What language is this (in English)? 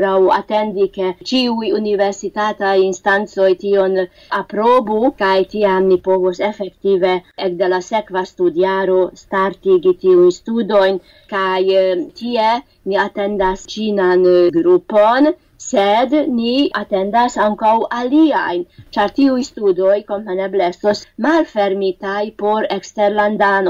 Esperanto